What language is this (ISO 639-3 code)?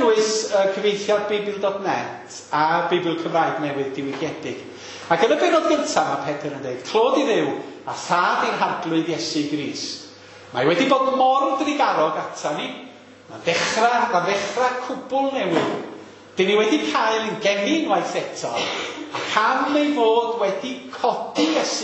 cym